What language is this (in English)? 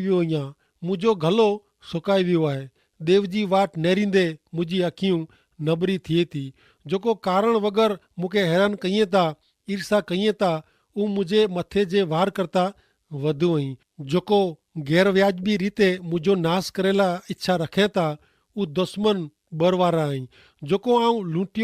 Kachhi